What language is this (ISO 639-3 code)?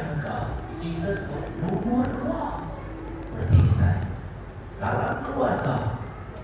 iba